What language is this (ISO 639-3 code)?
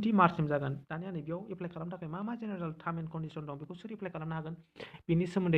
brx